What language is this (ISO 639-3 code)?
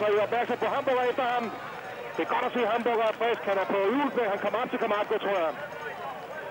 dan